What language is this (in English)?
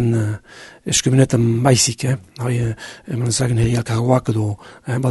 Basque